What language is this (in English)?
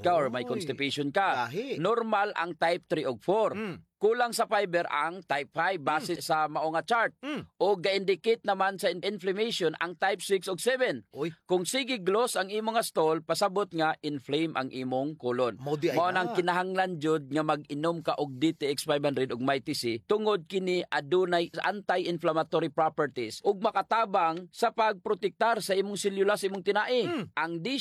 Cebuano